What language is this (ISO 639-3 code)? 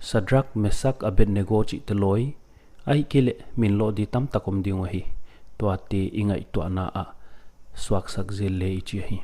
pck